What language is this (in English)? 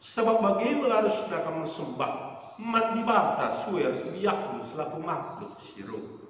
Batak Karo